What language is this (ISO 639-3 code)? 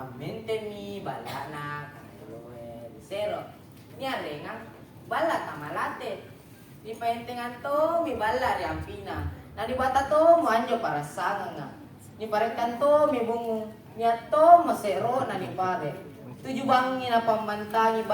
mak